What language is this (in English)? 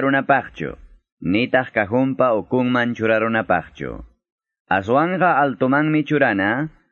Quechua